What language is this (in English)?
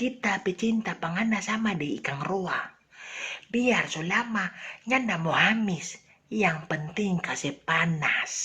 Manado Malay